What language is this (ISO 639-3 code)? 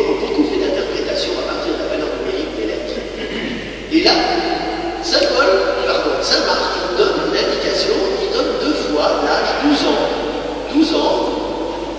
fra